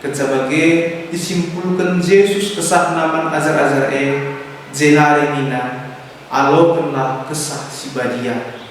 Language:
Batak Karo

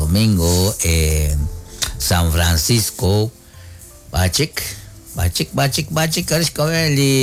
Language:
Kekchí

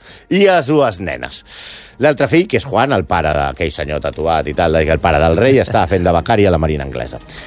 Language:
Catalan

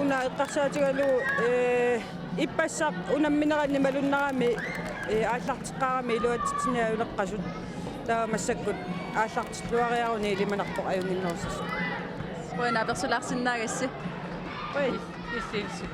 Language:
Kalaallisut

